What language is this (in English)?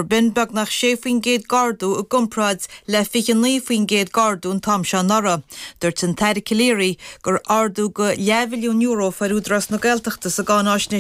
Irish